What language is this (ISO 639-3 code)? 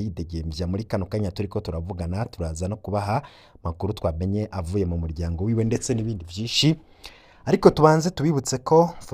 run